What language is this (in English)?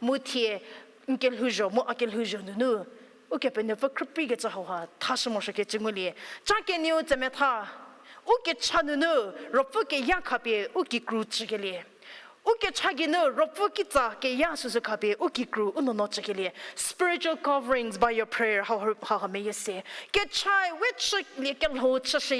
Angami Naga